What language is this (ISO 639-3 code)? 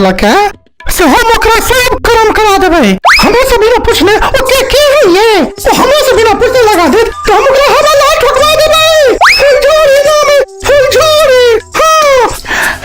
mai